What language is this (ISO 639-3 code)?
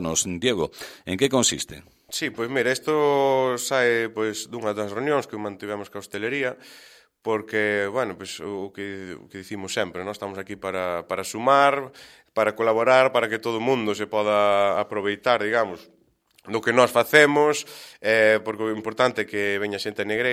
glg